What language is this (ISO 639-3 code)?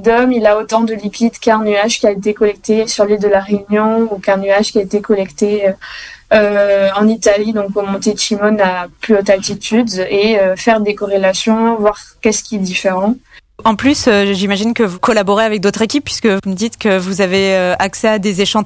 fra